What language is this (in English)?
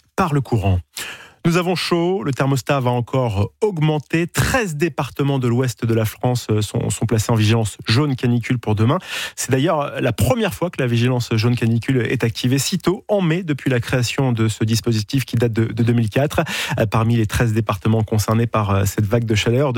French